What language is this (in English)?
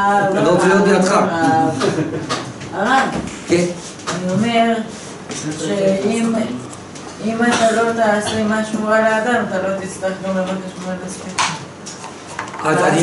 Hebrew